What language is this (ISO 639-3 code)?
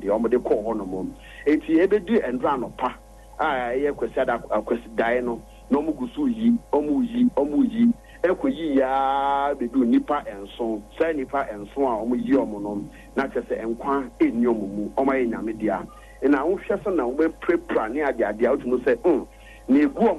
aka